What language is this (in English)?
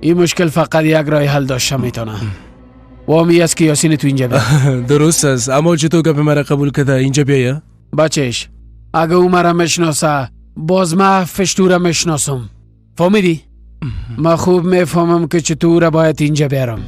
Persian